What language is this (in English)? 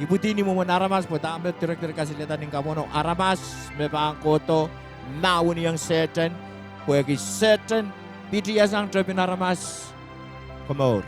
Pohnpeian